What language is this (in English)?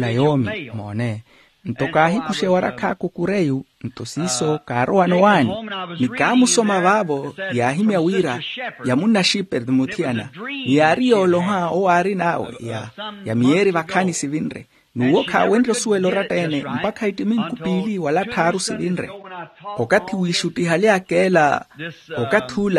Makhuwa